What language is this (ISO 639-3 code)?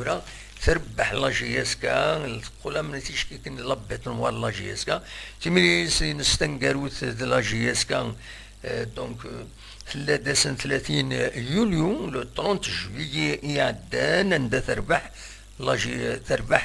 kab